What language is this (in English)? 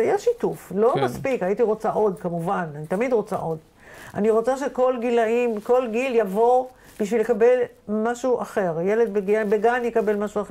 Hebrew